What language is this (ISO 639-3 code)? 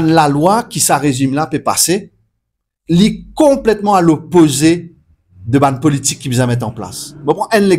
mfe